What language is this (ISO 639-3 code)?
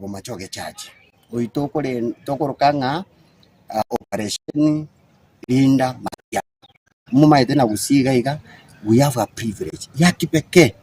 guz